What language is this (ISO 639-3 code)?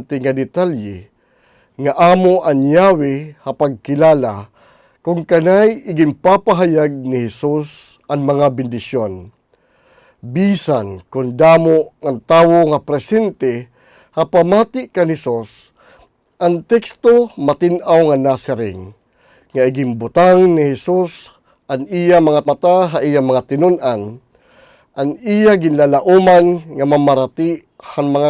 war